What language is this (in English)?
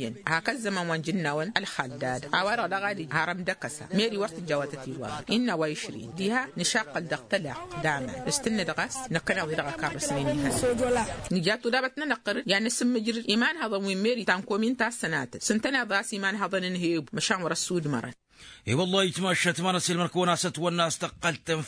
Tamasheq